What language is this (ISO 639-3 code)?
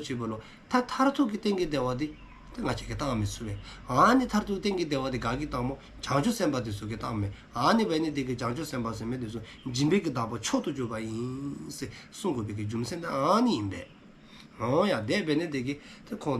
dzo